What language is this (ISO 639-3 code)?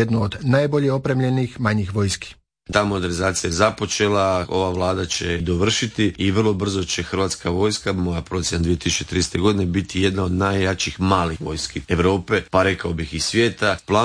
hrv